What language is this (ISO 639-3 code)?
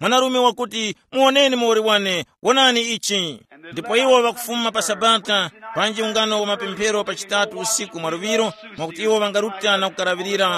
tum